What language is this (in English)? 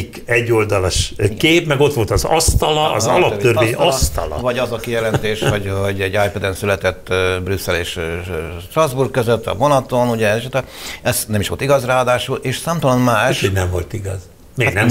Hungarian